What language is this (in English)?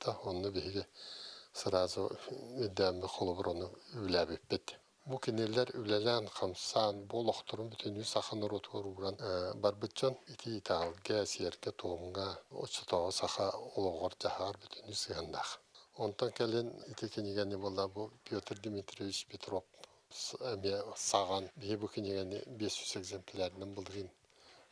Yakut